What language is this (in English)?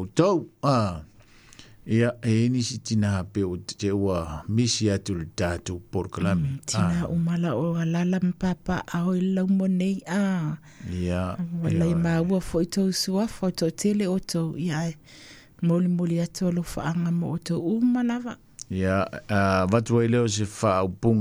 Samoan